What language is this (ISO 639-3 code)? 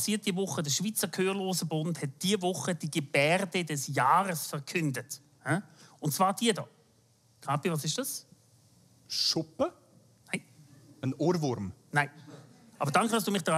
gsw